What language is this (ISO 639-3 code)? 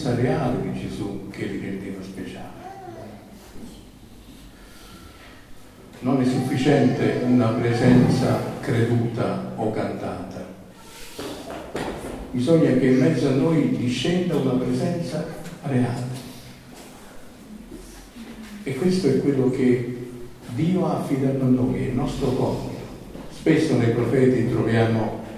ita